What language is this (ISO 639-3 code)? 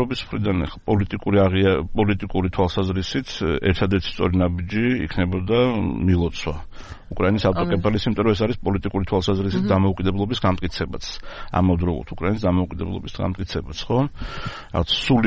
kat